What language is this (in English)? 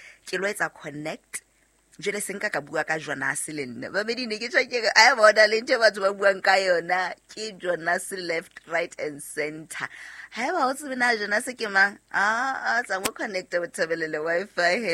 Southern Sotho